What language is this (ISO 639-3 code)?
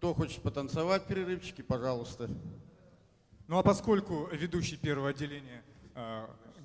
rus